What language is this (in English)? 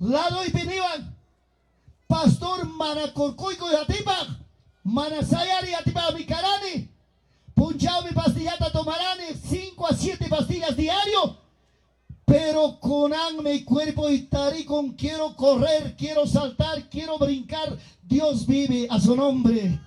Ayacucho Quechua